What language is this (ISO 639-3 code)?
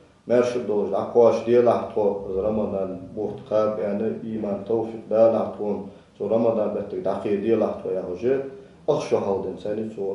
inh